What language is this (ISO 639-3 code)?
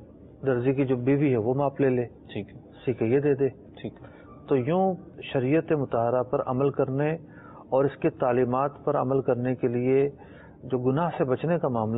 urd